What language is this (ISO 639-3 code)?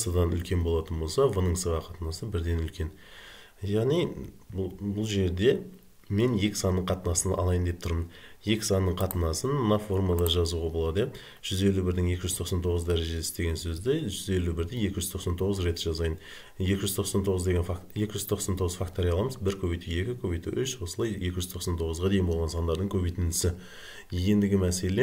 kaz